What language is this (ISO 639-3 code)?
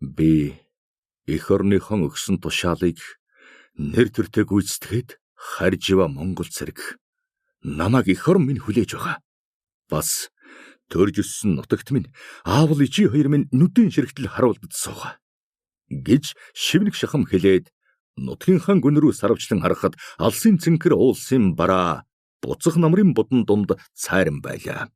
mon